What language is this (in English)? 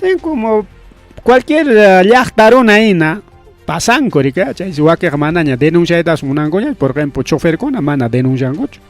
Ayacucho Quechua